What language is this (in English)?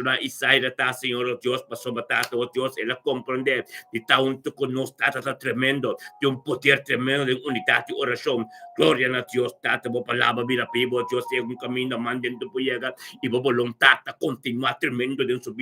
Papiamento